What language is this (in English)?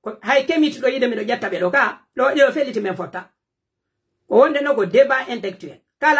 Pular